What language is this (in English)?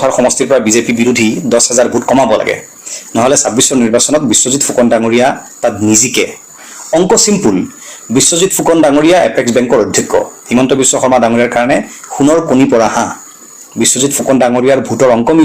Assamese